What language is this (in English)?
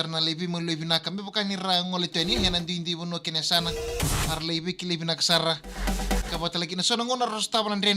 Fijian